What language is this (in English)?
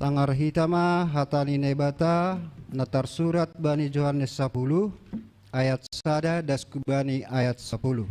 Batak Simalungun